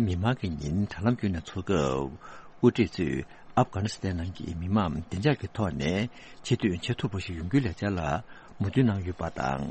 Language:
Tibetan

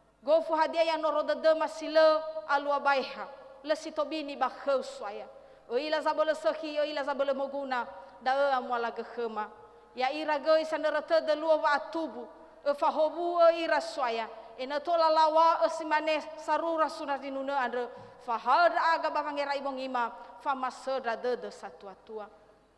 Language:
Nias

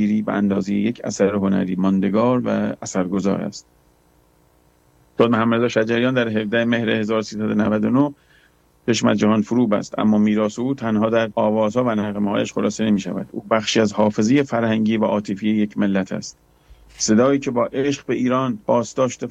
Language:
Persian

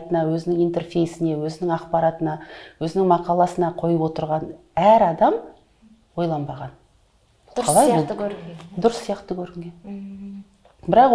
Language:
Kazakh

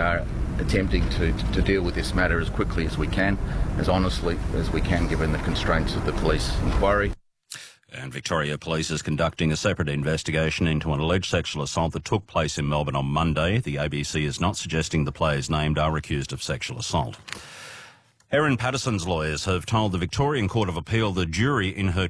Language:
English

